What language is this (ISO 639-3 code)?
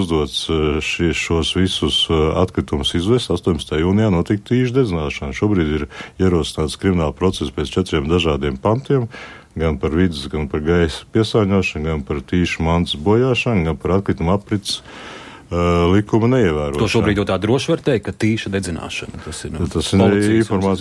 lav